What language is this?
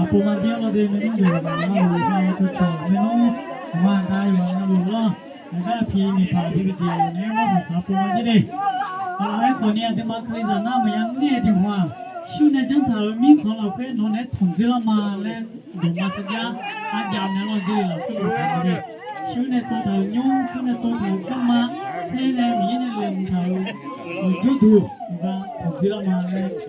Akha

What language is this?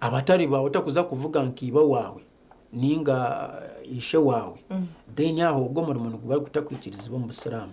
Nyankole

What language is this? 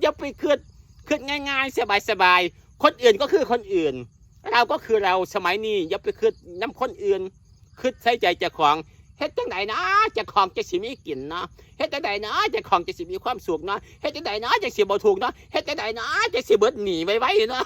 Northeastern Thai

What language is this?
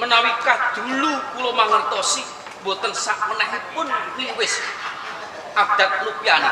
Javanese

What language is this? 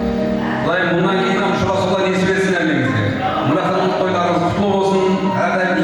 Kara-Kalpak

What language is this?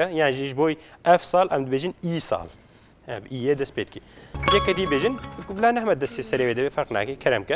Kurdish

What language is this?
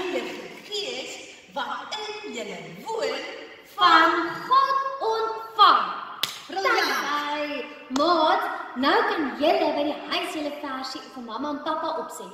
Afrikaans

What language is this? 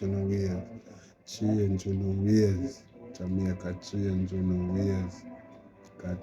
Jamaican Creole English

